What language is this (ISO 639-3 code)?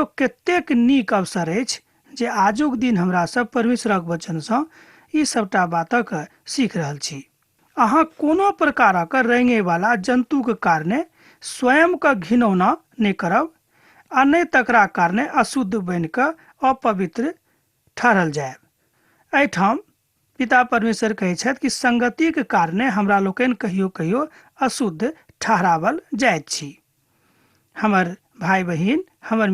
mai